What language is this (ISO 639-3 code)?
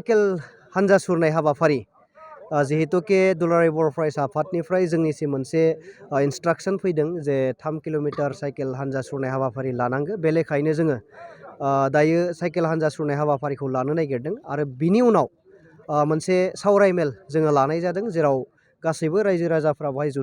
brx